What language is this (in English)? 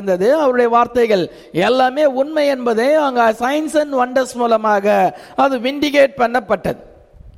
Tamil